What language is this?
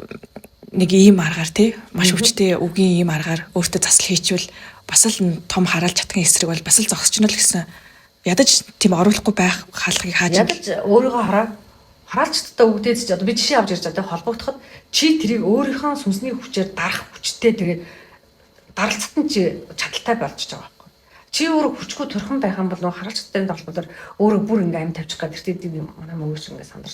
Mongolian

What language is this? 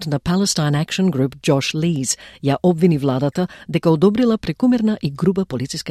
Macedonian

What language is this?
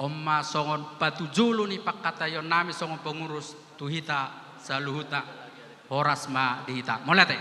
Batak Toba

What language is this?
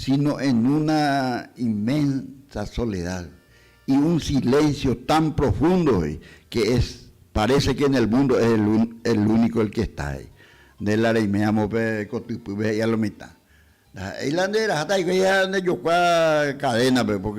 Guarani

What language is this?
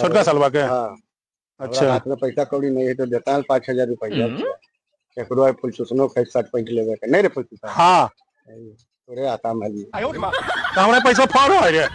Magahi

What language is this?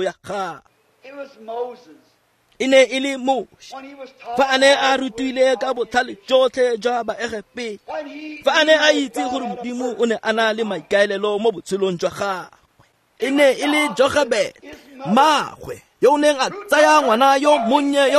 Tswana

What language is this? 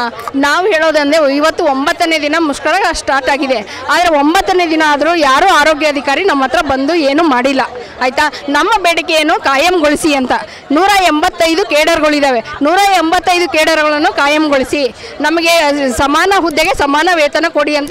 Kannada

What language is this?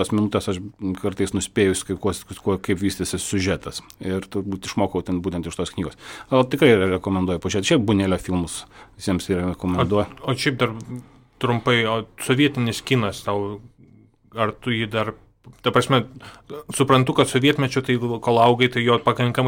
Lithuanian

